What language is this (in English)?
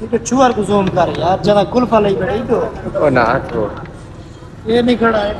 Saraiki